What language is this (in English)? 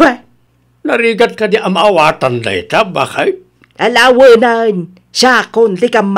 Iloko